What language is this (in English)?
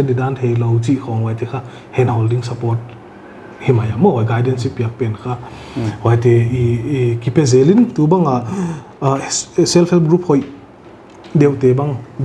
Paite Chin